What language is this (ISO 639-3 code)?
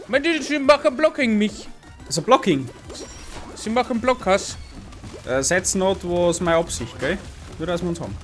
bar